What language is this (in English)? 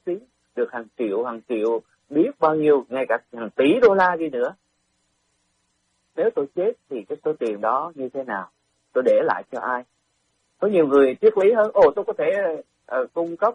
Vietnamese